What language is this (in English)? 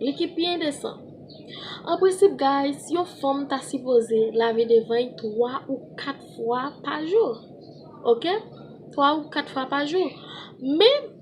Haitian Creole